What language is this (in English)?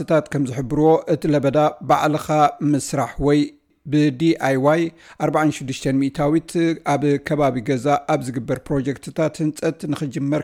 Tigrinya